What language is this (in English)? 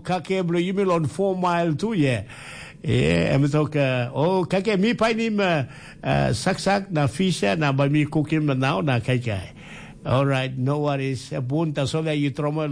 Tok Pisin